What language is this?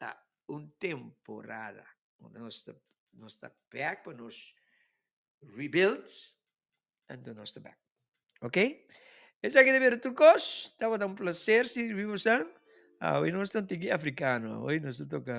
Papiamento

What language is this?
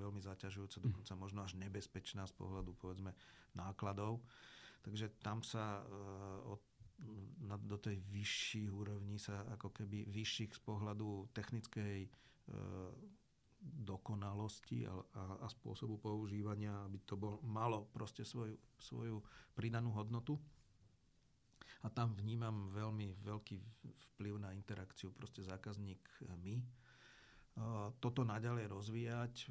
Slovak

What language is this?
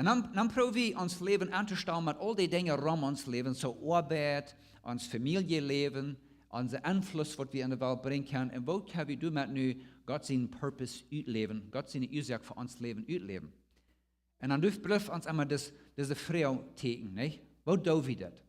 Plautdietsch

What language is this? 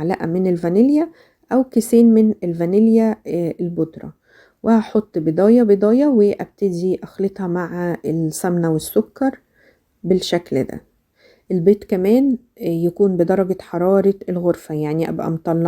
Egyptian Arabic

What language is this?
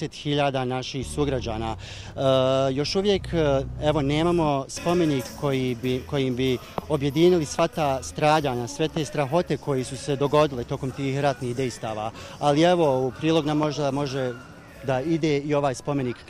Bosnian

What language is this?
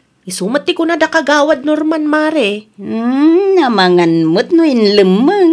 Iloko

